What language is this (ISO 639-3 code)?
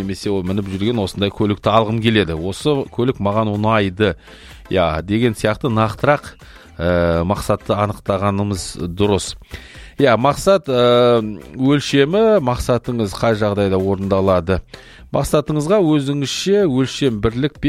kaz